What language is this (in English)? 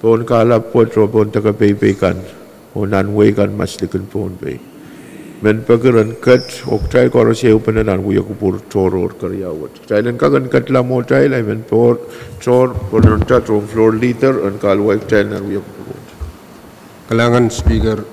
Pohnpeian